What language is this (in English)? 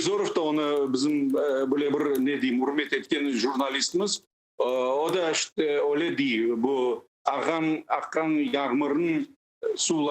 Crimean Tatar